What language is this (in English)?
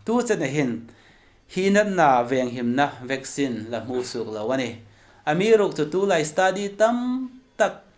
Hmar